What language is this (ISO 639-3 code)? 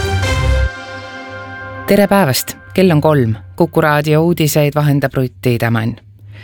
est